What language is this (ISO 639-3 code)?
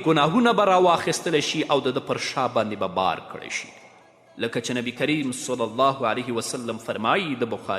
pus